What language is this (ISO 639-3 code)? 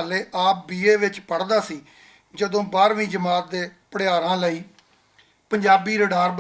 lah